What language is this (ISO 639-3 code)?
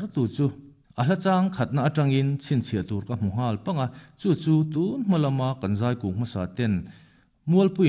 lus